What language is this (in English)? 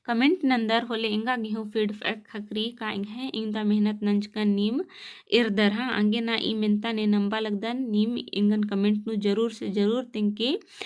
Kurukh